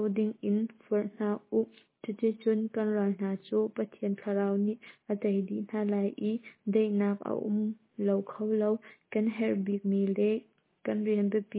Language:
Hakha Chin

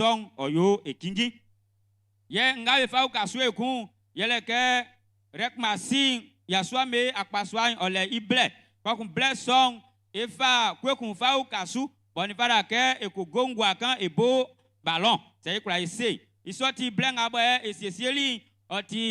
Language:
Baoulé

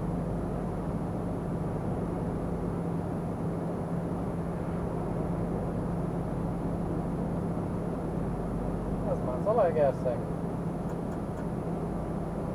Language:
Hungarian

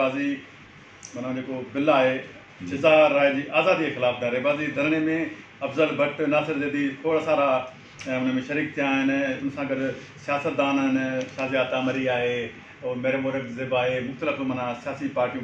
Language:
Sindhi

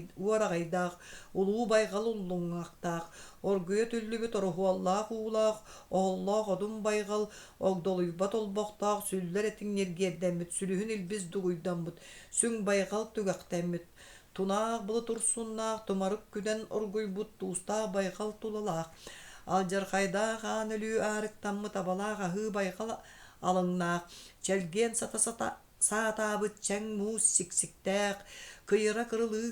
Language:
Yakut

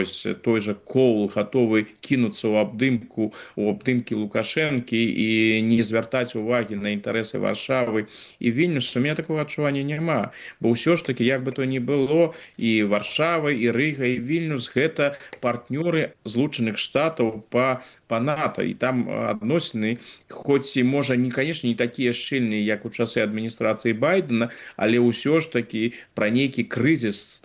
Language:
Belarusian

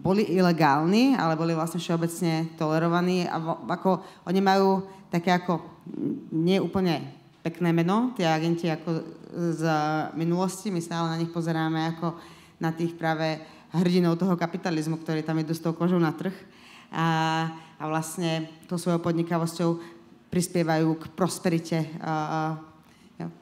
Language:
Slovak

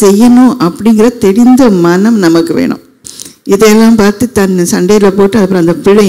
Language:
Tamil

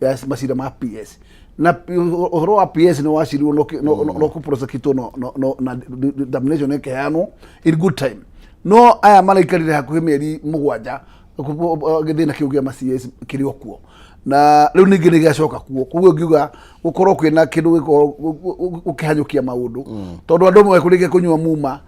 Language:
Kikuyu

